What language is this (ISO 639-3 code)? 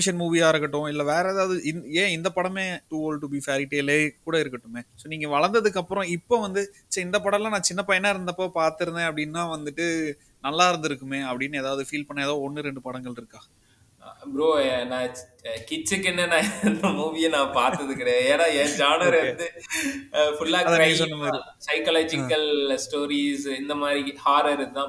tam